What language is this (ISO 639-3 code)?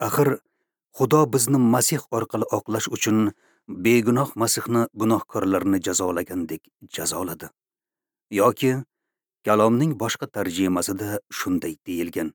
uzb